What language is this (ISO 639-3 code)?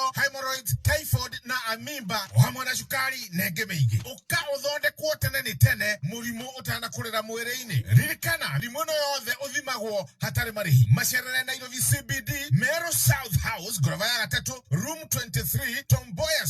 kik